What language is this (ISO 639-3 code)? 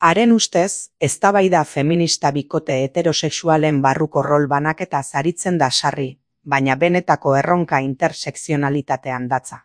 eus